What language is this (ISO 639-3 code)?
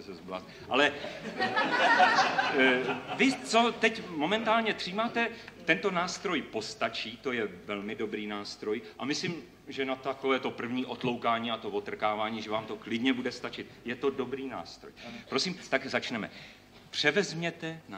ces